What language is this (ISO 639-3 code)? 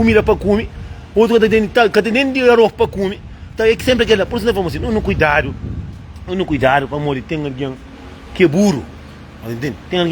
kea